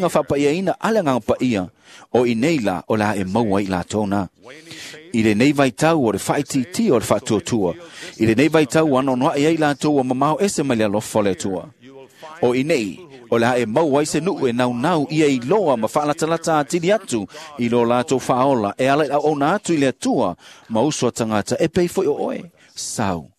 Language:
Samoan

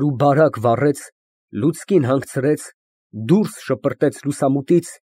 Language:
Armenian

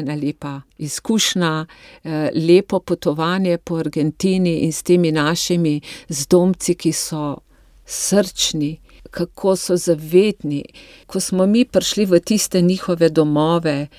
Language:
Slovenian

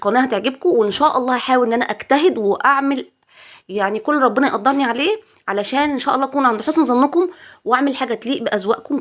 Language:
Egyptian Arabic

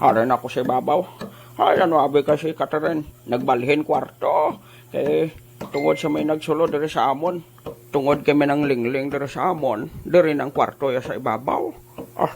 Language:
Hiligaynon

